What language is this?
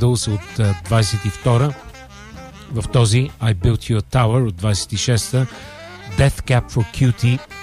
Bulgarian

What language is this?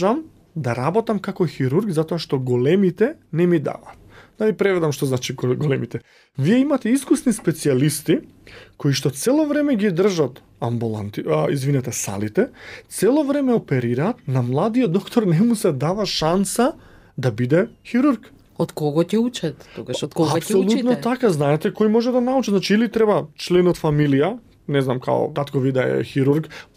Macedonian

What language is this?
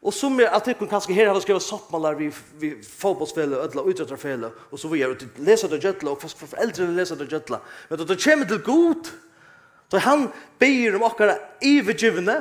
Faroese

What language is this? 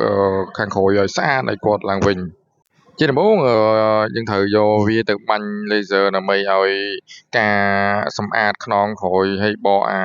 Khmer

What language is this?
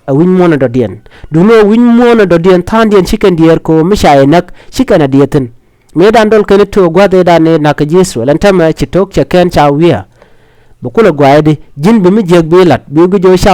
Nuer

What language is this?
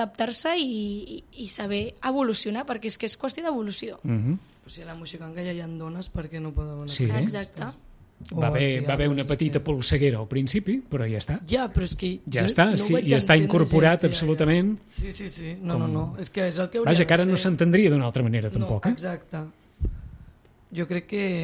Catalan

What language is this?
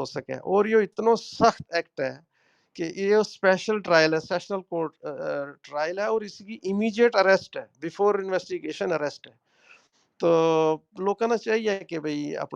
Gujari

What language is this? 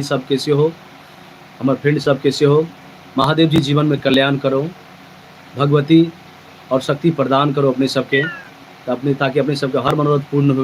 Maithili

